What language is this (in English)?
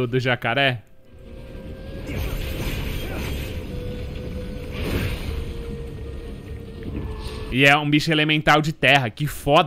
Portuguese